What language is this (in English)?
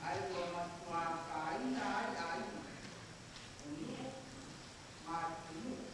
Samoan